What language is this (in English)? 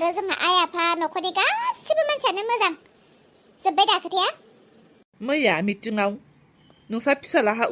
Bodo